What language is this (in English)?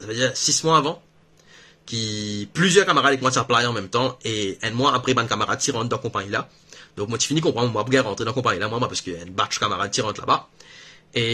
Morisyen